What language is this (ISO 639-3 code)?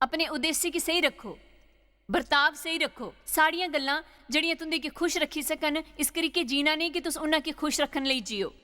doi